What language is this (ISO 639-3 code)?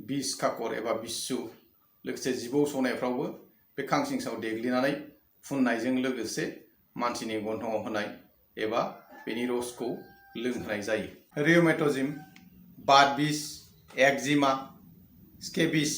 brx